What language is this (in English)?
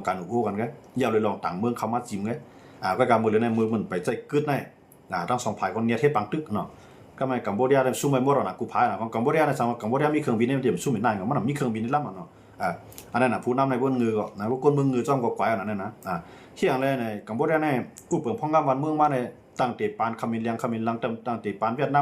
Shan